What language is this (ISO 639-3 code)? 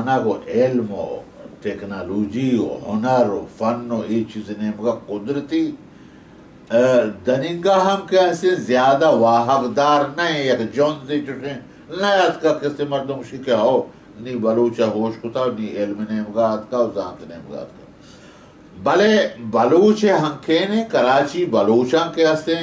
bal